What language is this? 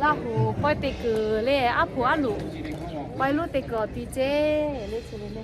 Lahu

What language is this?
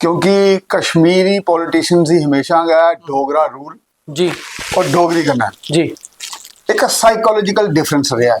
Dogri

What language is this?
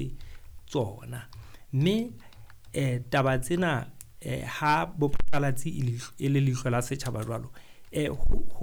Southern Sotho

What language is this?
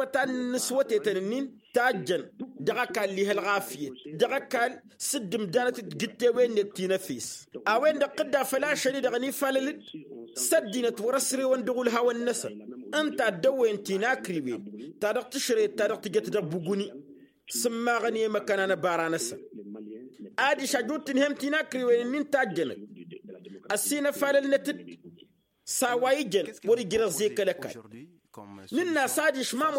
Tamasheq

